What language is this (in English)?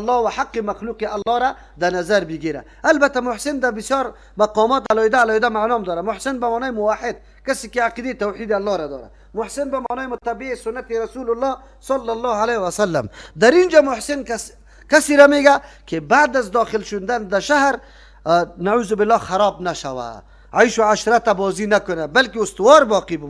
Persian